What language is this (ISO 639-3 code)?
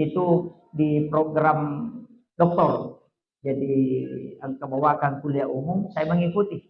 bug